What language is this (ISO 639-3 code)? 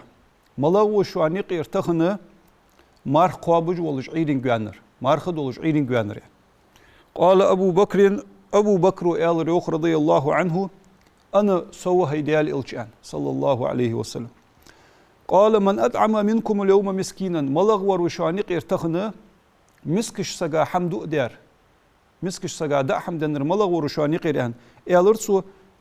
inh